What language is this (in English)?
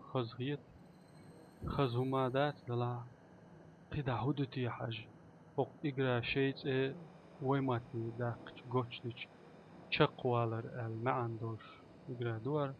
Chechen